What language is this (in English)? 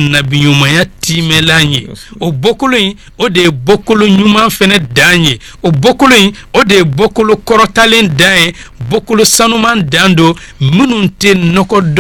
Bambara